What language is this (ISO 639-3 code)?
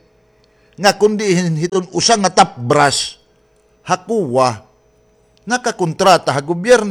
war